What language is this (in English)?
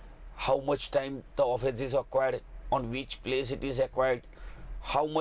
Gujarati